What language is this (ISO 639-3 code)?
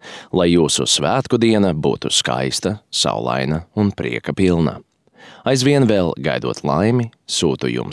lav